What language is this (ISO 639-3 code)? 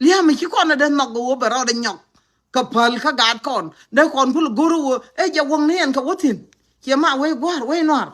nus